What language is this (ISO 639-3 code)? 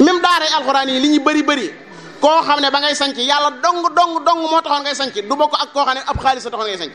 wol